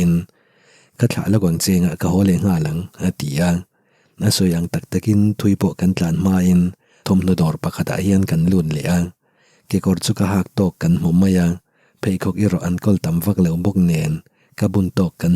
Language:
Mizo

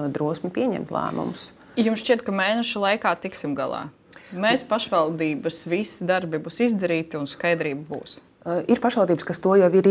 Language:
Latvian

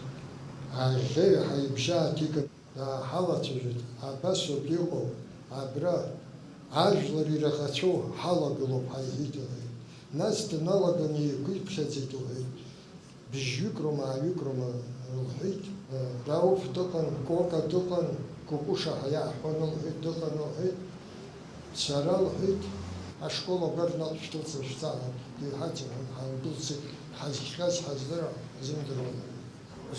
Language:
Abkhazian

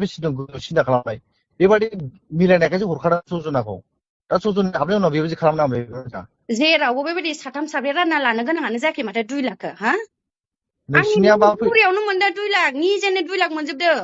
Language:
Bodo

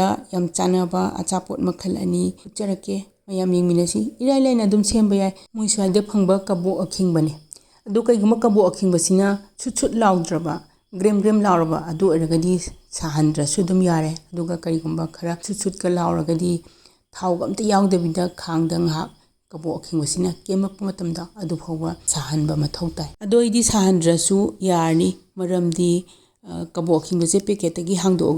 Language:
Manipuri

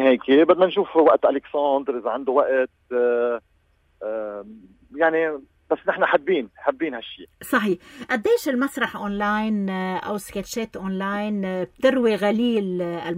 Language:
North Levantine Arabic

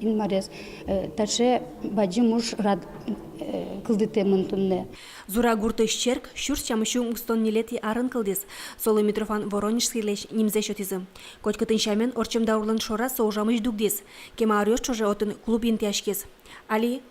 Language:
Udmurt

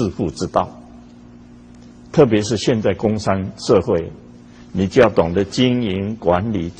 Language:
Chinese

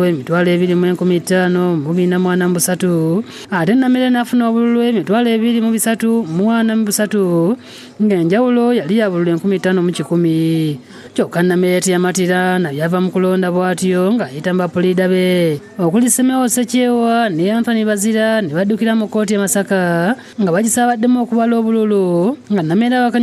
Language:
Ganda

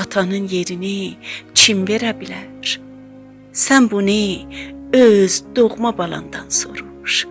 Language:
South Azerbaijani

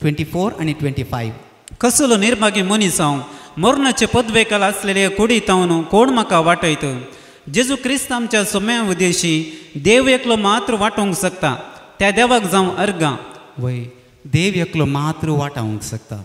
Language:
Konkani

